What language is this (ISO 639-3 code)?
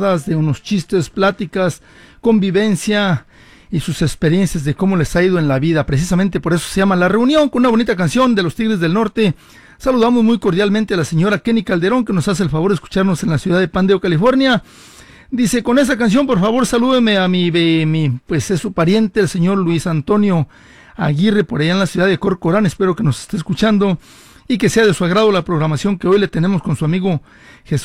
spa